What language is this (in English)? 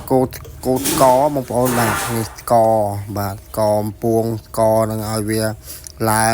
Khmer